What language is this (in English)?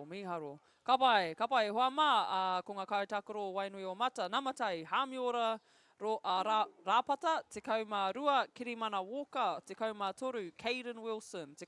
Māori